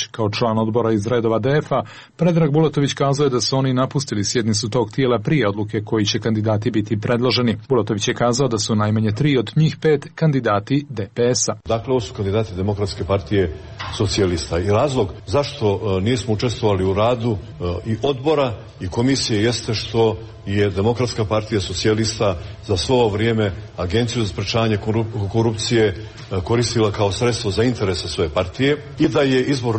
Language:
Croatian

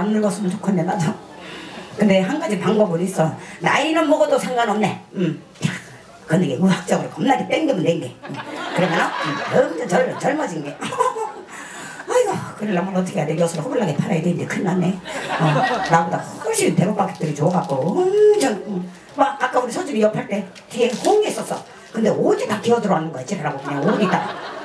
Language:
Korean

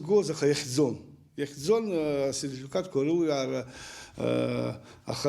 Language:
Abkhazian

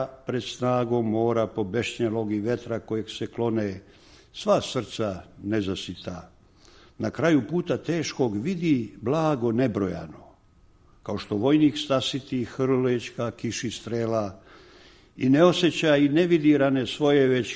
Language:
Serbian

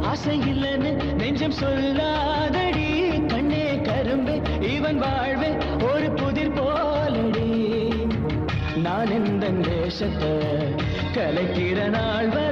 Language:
Tamil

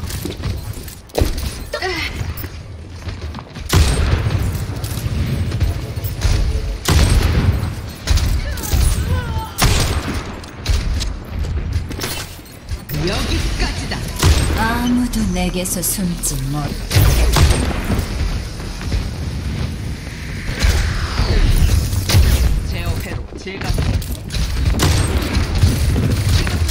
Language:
Korean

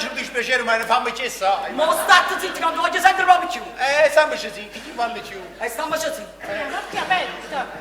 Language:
Neapolitan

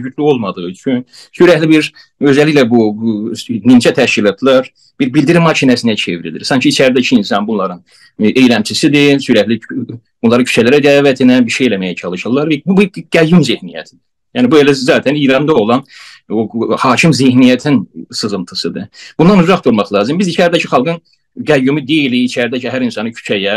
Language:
South Azerbaijani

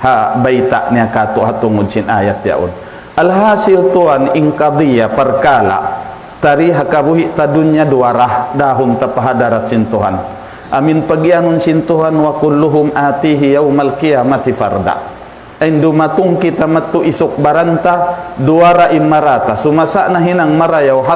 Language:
Tausug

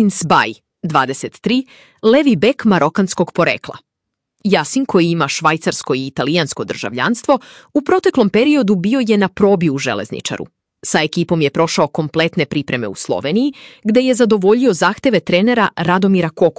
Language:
Serbian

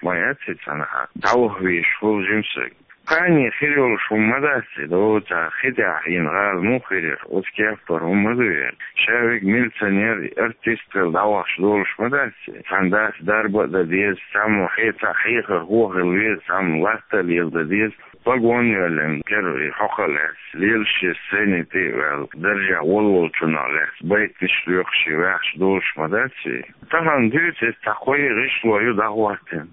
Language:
Chechen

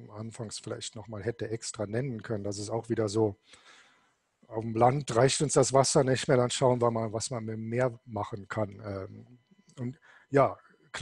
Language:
German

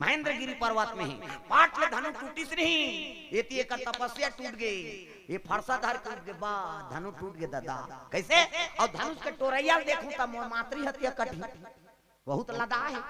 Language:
Chhattisgarhi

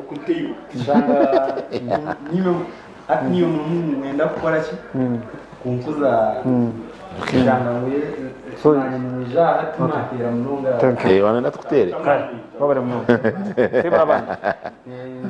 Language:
Nyankole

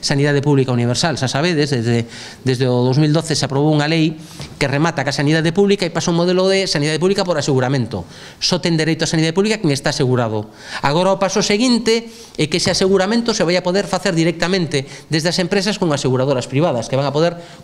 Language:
Galician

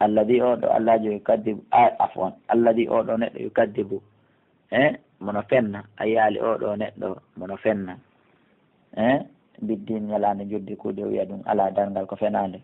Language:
Fula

